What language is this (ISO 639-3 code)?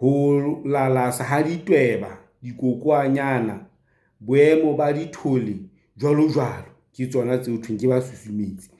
sot